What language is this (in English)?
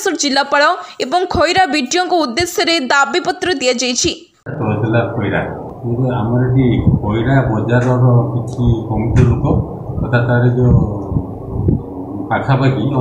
Odia